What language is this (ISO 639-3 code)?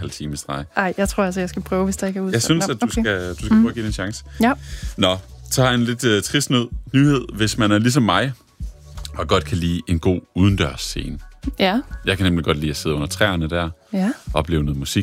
dan